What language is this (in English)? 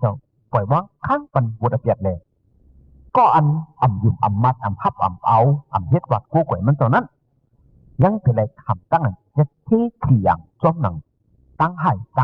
Shan